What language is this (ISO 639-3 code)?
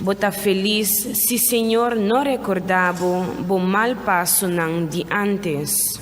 pap